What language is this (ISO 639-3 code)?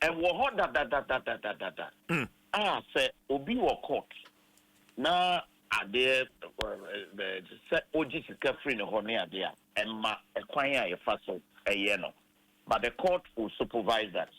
aka